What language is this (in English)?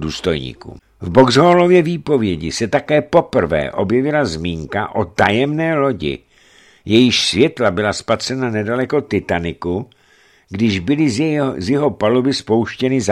Czech